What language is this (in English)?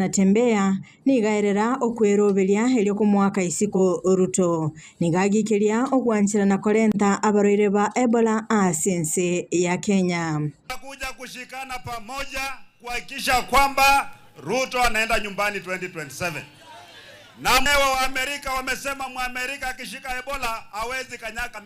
Gusii